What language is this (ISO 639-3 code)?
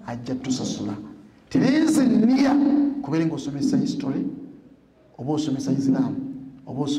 lug